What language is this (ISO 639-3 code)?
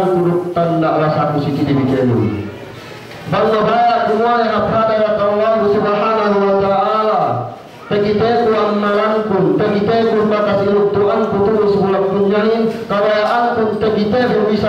yka